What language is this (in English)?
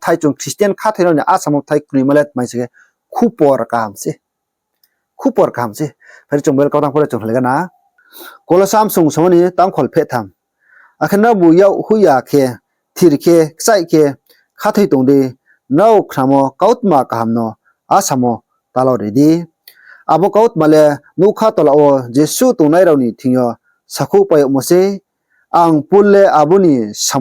Riang (India)